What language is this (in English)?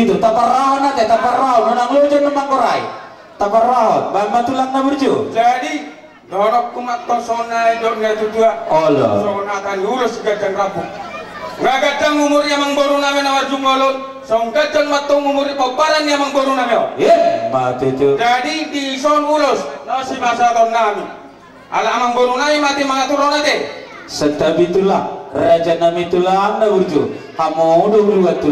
Batak Toba